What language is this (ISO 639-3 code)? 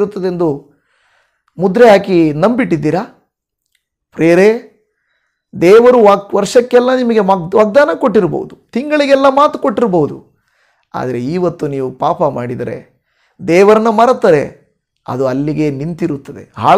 kan